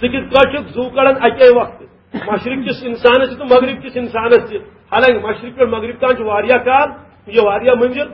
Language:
Kashmiri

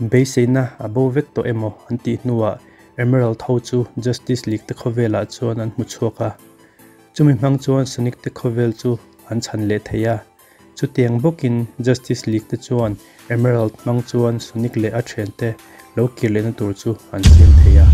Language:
Mizo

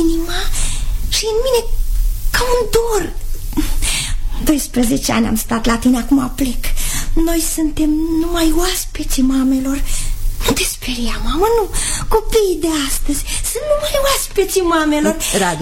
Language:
Romanian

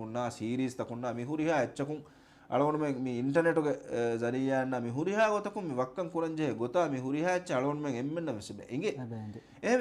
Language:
Divehi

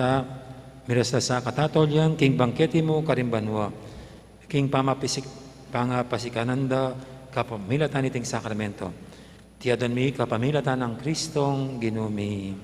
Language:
Pampanga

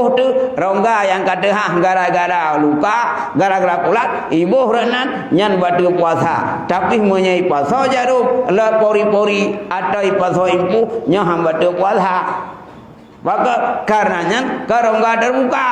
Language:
Achinese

